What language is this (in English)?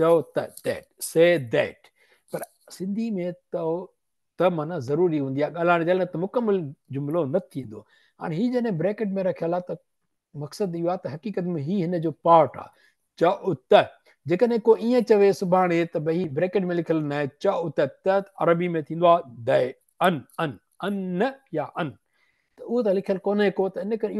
Sindhi